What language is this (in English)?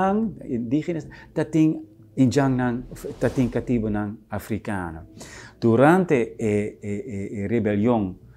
Papiamento